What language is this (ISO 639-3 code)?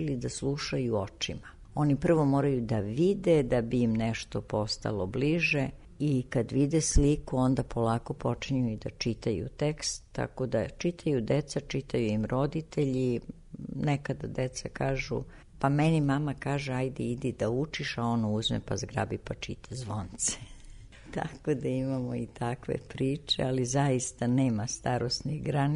srp